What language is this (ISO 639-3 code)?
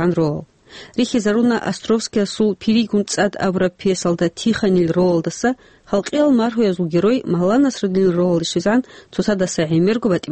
ava